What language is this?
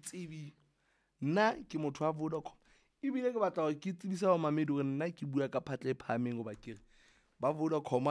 Southern Sotho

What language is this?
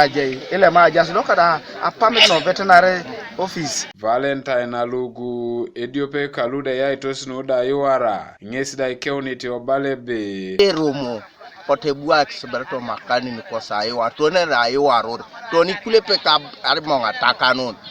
Teso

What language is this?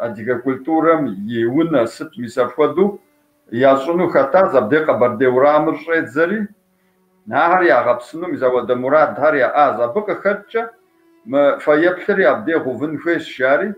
Kabardian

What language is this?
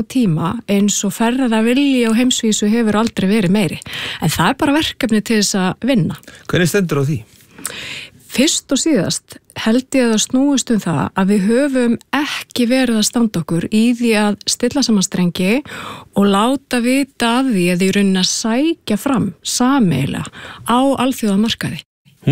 Icelandic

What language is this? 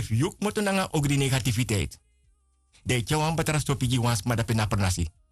Sranan Tongo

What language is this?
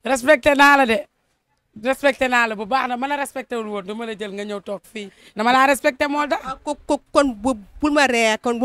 Wolof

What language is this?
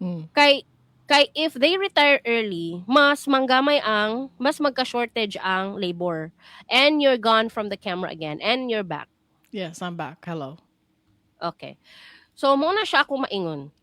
Cebuano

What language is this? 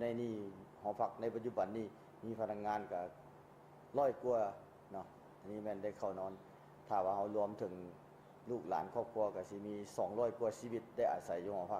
Lao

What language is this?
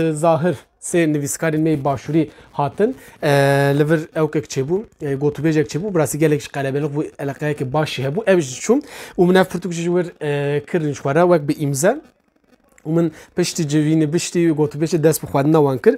Kurdish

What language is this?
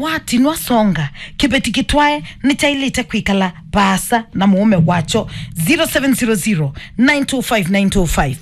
Kamba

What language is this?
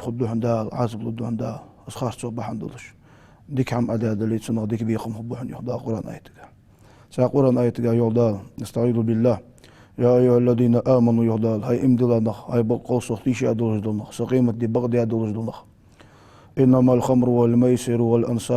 Ingush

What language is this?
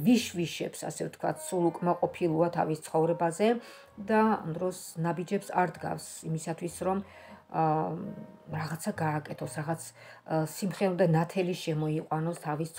Georgian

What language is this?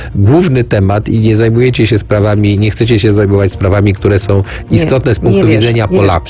Polish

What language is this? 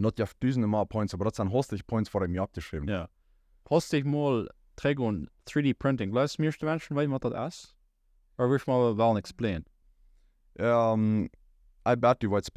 Plautdietsch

